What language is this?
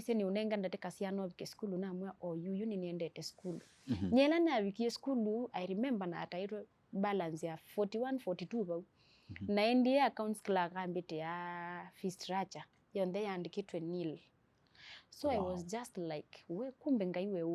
Kamba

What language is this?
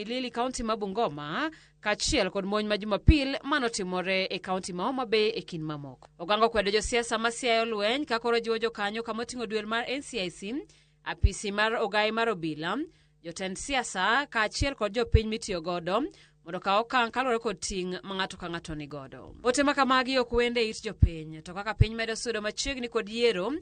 Luo (Kenya and Tanzania)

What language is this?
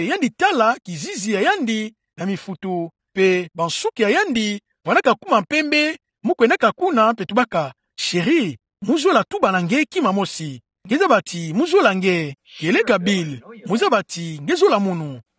Kituba (Democratic Republic of Congo)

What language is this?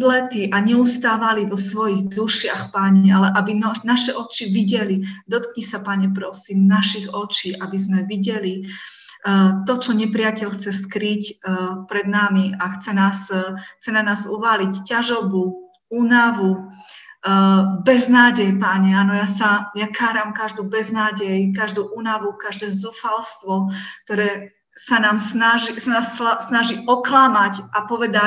Slovak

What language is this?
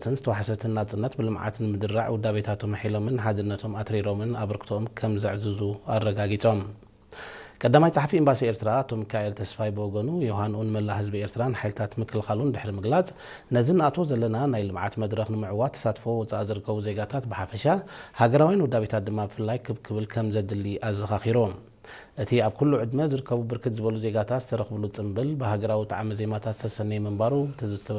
Tigrinya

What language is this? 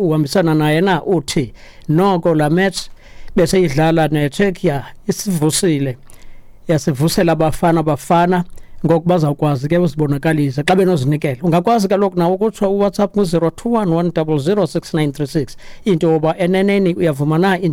Xhosa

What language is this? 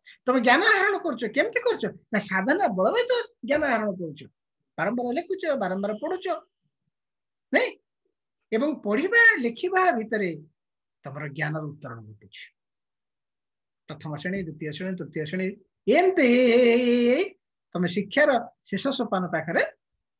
Odia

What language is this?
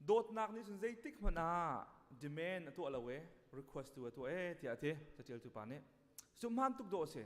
Hakha Chin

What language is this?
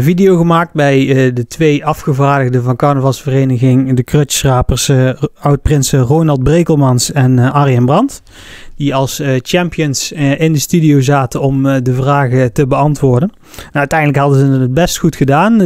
Dutch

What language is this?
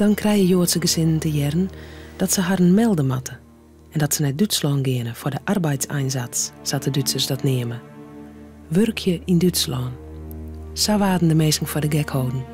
Western Frisian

